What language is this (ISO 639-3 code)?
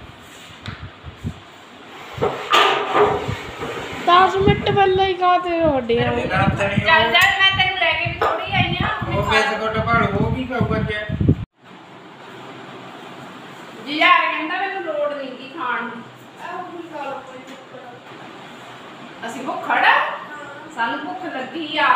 pan